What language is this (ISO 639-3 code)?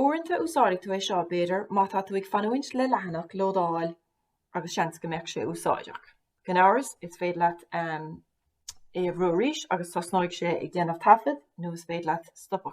gle